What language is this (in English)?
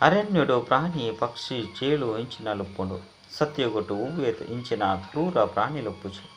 Tulu